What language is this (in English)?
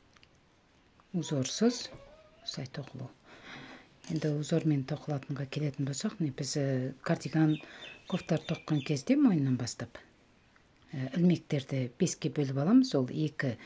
Kazakh